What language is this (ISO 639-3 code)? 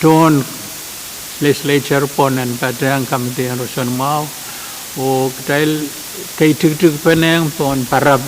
pon